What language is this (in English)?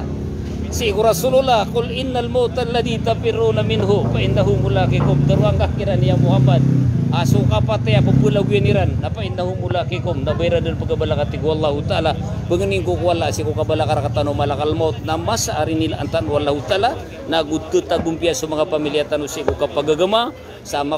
Maranao